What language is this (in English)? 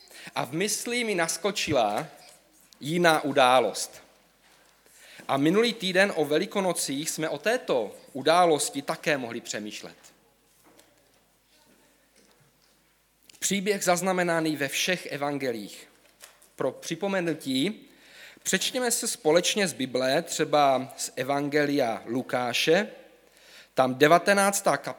Czech